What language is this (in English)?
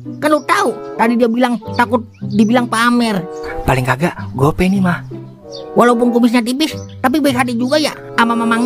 Betawi